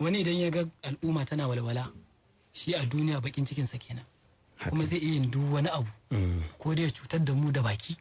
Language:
Hausa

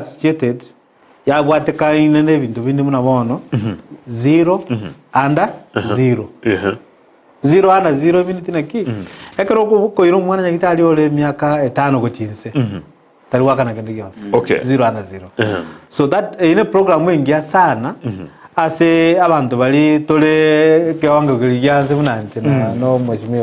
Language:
Gusii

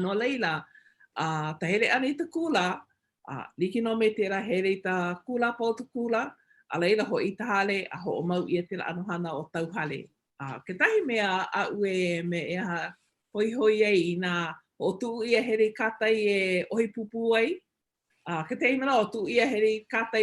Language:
Hawaiian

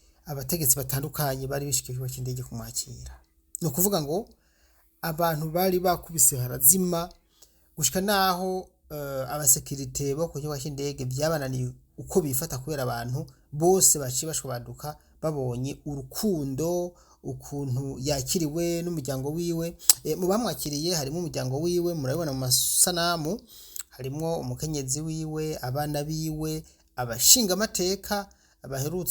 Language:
Rundi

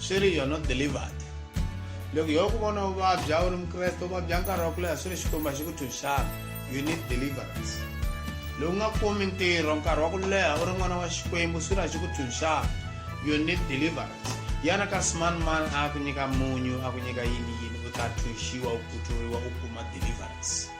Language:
Tsonga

